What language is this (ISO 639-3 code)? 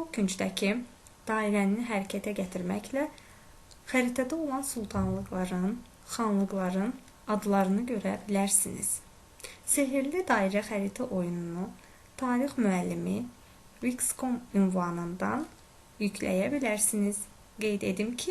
aze